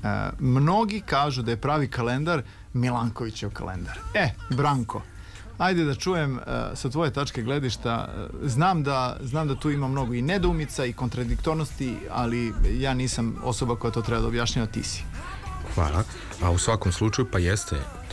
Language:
Serbian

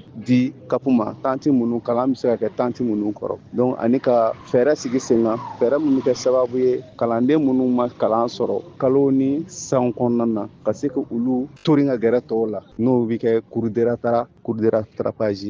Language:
Bambara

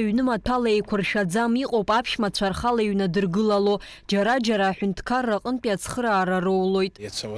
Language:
Abkhazian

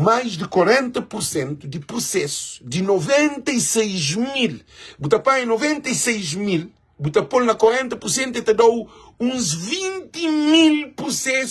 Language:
Kabuverdianu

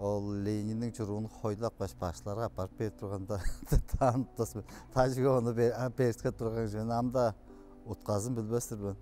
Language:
Tuvinian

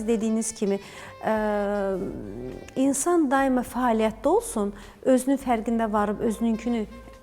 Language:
Azerbaijani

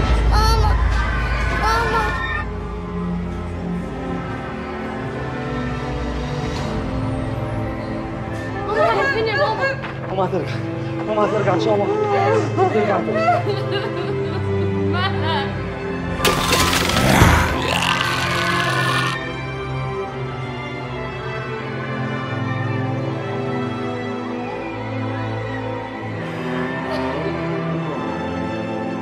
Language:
Egyptian Arabic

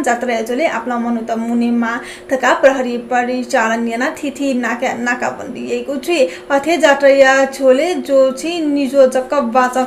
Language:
Newari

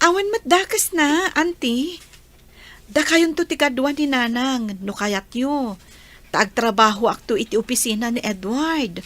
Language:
Iloko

